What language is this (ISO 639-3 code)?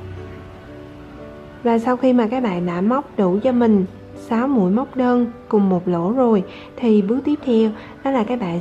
vie